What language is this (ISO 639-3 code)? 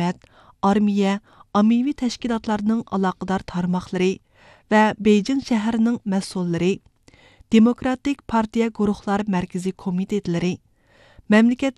uig